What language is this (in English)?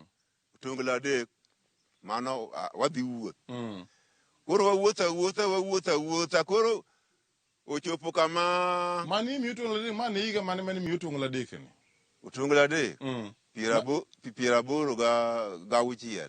Luo (Kenya and Tanzania)